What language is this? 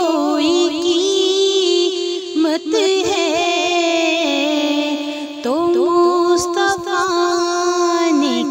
Urdu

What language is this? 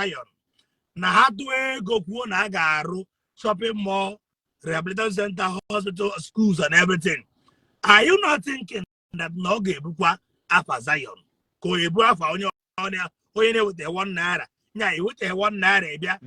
Igbo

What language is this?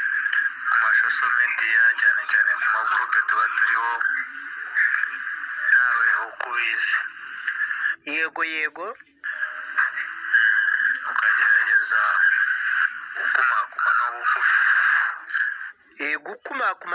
Kinyarwanda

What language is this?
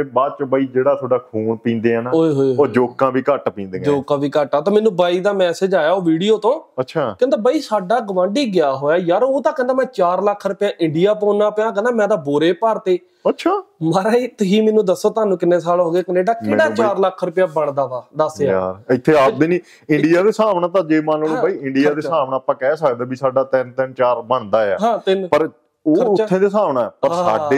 Punjabi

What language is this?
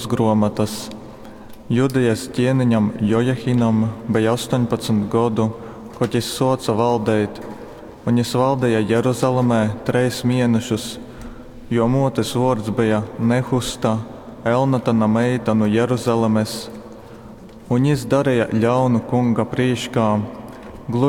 Latgalian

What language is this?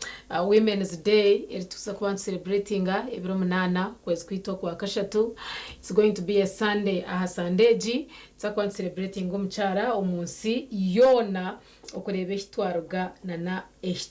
Nyankole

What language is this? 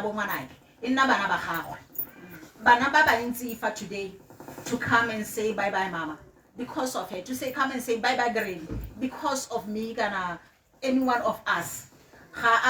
Tswana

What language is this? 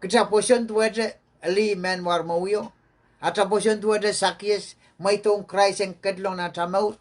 Pohnpeian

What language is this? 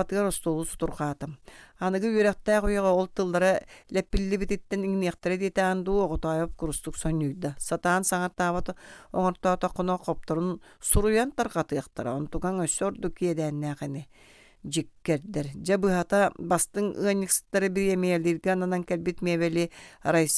Yakut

